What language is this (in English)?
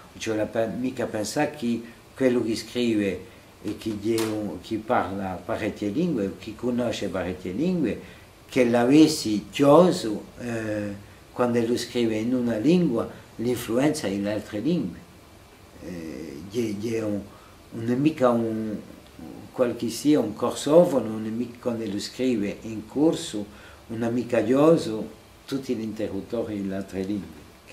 Corsican